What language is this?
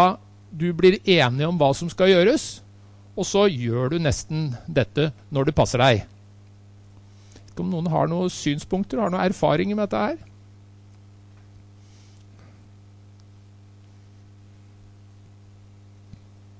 Norwegian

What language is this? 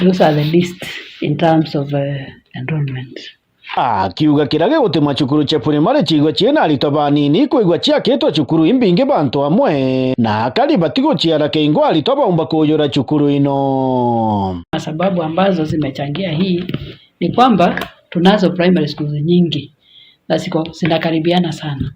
Meru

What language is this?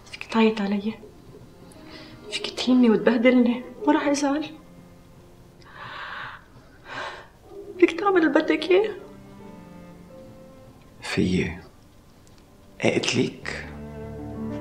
North Levantine Arabic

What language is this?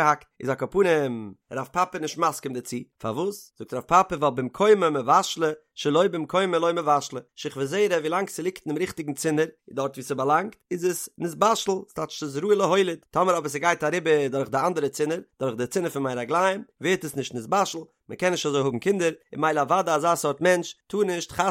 Yiddish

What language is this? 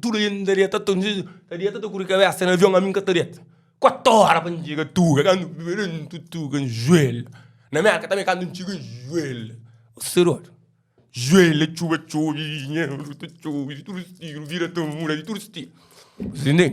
Kabuverdianu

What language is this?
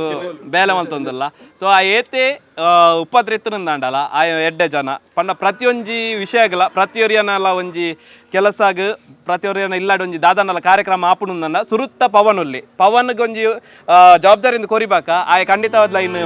Tulu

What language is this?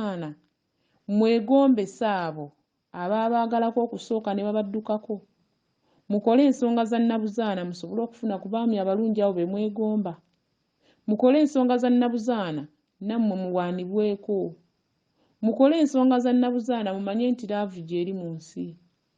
Ganda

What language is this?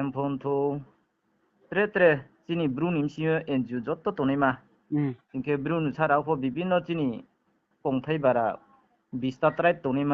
Riang (India)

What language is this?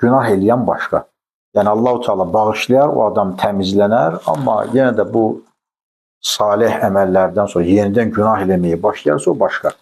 Azerbaijani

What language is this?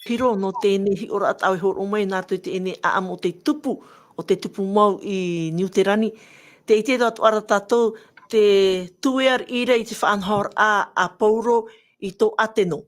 Tahitian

